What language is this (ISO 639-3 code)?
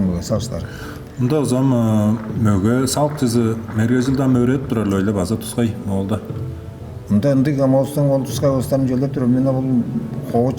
tyv